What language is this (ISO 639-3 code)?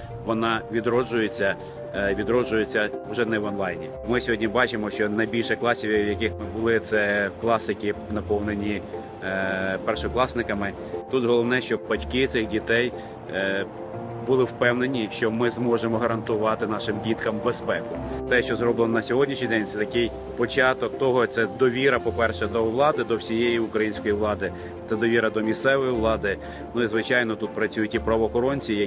ukr